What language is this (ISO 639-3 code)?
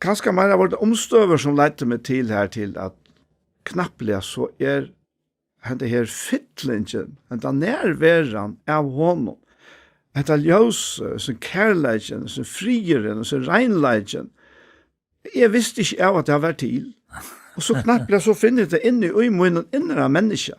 fao